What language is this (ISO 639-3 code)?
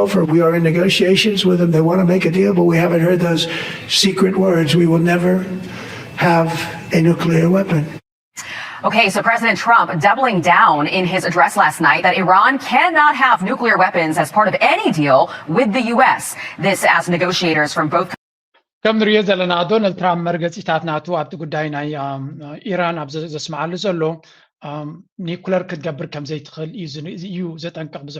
tir